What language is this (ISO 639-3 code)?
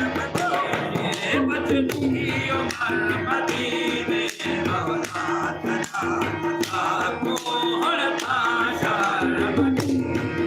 skr